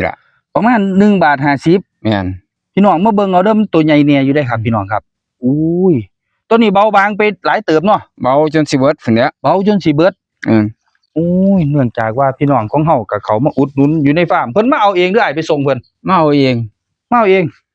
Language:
Northeastern Thai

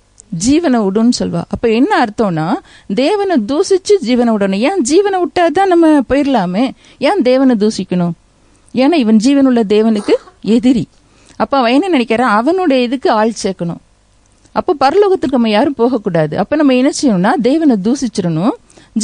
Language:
Tamil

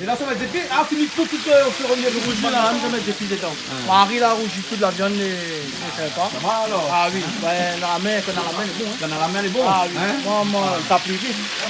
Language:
Réunion Creole French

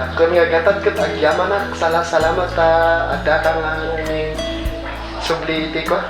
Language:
Iloko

